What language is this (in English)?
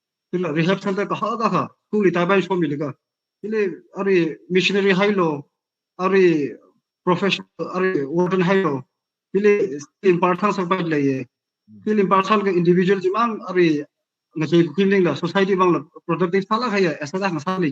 Tangkhul Naga (India)